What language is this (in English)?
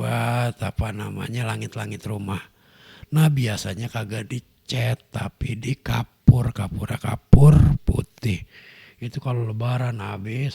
Betawi